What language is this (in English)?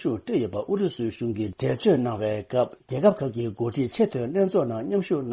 Tibetan